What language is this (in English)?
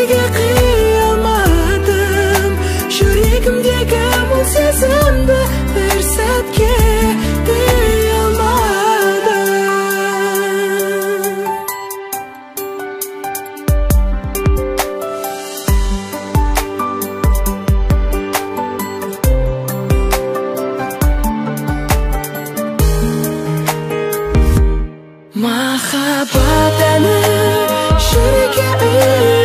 Kazakh